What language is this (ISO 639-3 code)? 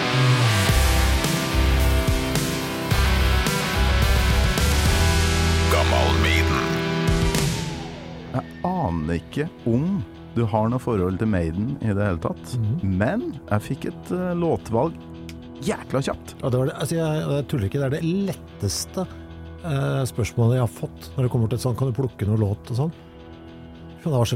nor